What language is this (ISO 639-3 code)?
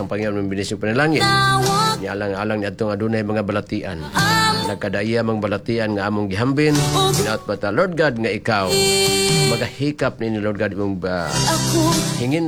ceb